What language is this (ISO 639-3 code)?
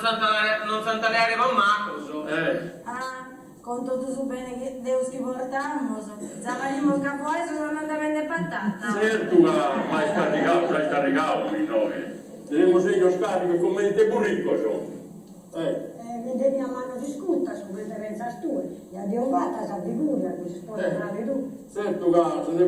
srd